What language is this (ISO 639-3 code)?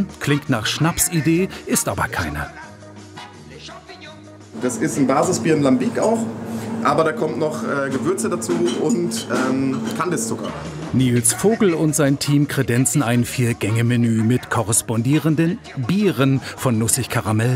deu